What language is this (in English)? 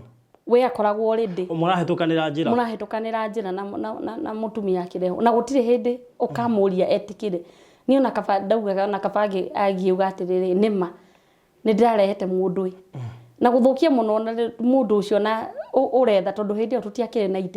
Kikuyu